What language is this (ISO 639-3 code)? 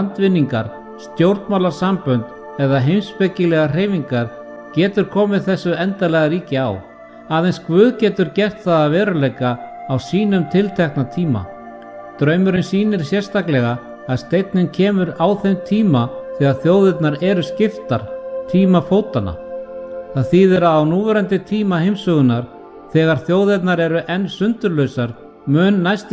isl